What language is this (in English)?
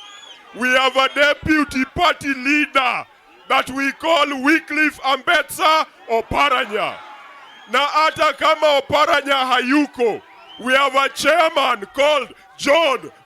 Kamba